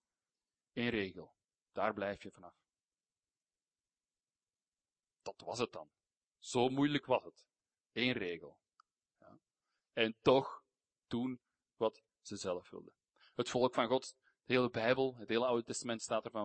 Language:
Dutch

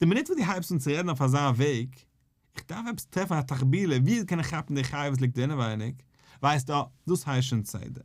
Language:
Yiddish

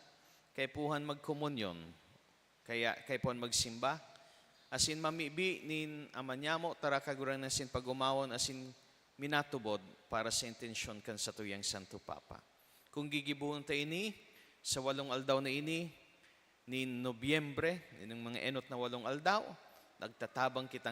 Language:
Bikol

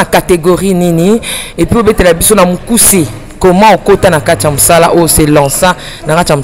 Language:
Lingala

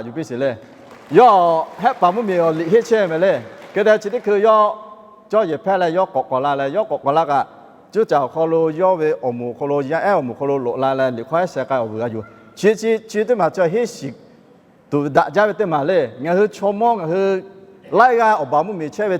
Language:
Lahu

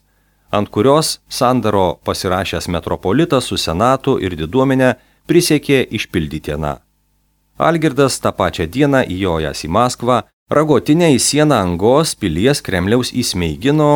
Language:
Lithuanian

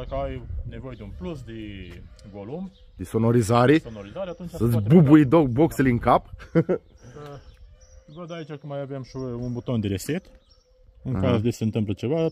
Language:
Romanian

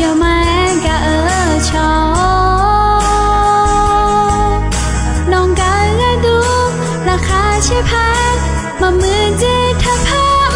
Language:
Akha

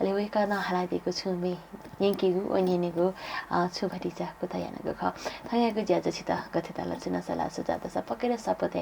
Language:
Newari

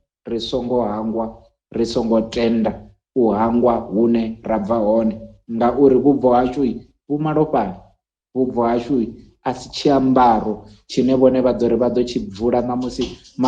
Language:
Venda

